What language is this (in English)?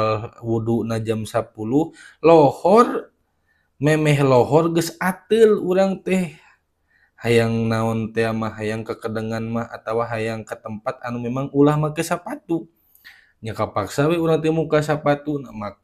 Sundanese